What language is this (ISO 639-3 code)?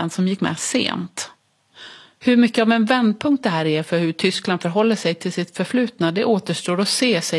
swe